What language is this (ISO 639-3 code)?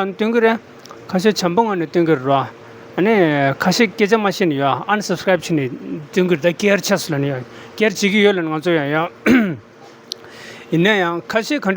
bod